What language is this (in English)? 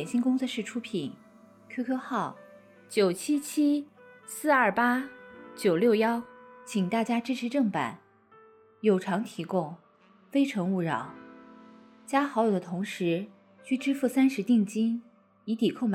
Chinese